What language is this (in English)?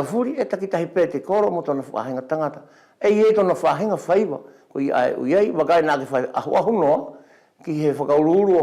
Wallisian